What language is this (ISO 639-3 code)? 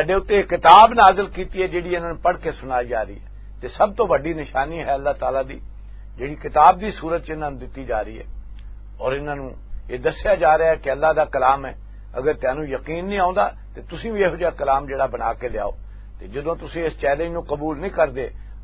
lah